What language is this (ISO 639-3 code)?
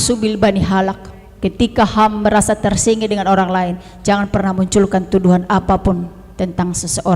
bts